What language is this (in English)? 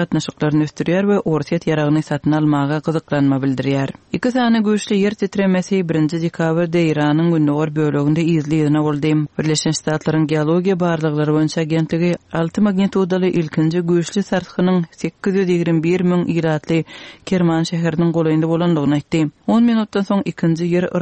Turkmen